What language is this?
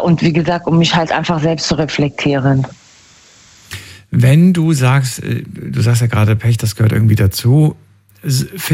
German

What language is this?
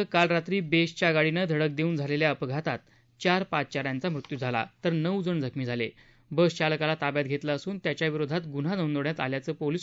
Marathi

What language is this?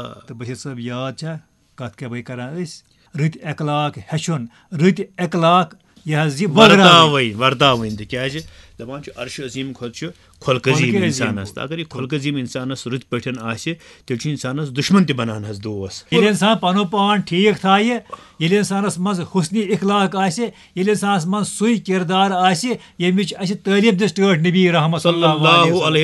Kashmiri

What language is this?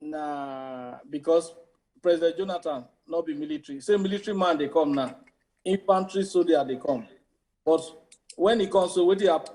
Nigerian Pidgin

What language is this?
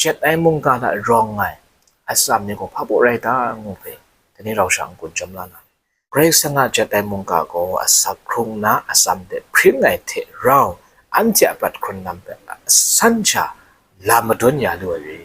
Kachin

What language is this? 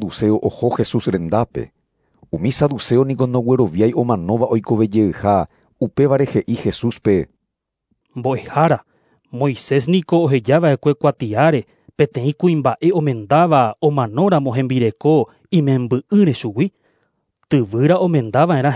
Guarani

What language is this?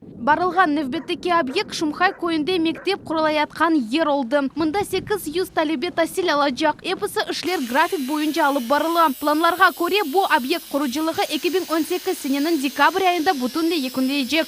Crimean Tatar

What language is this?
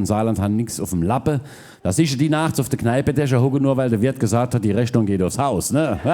Palatine German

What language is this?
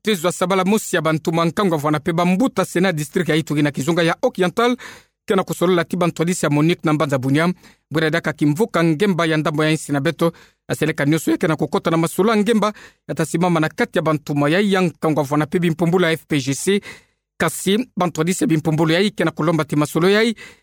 Kituba (Democratic Republic of Congo)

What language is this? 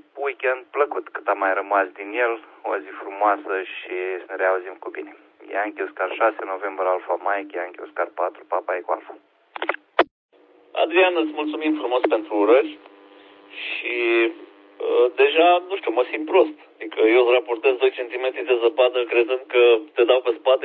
Romanian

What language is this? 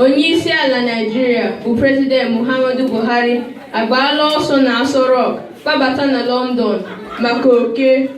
Igbo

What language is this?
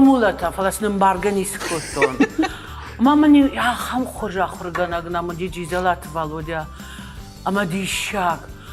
Ossetic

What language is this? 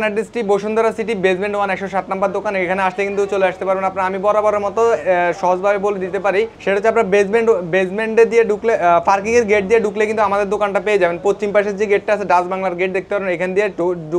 Bangla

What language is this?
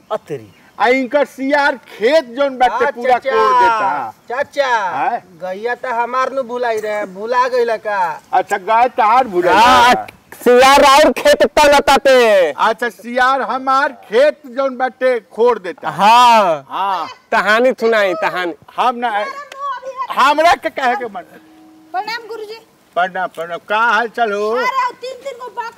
Bhojpuri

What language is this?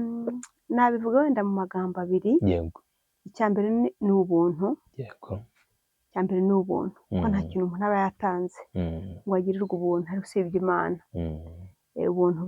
Kinyarwanda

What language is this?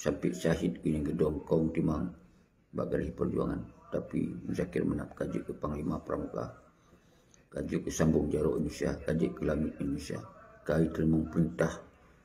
Achinese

